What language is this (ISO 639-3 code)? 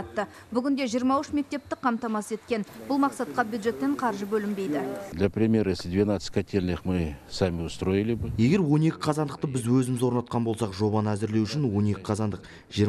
kaz